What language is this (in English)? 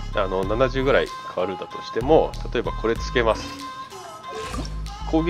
Japanese